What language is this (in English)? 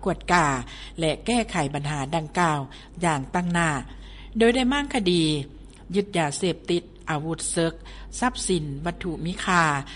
Lao